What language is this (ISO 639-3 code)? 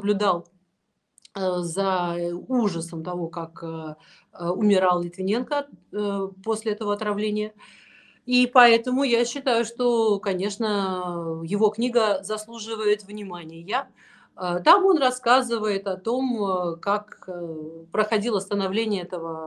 rus